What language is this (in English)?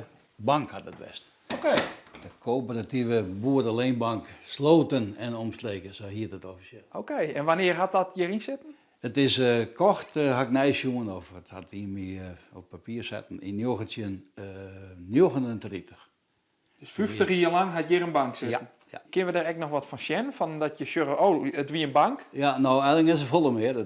Western Frisian